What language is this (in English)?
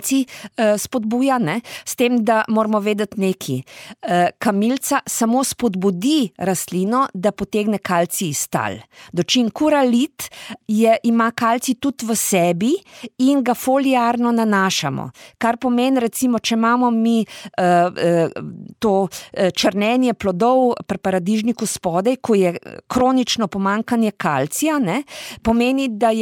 Slovenian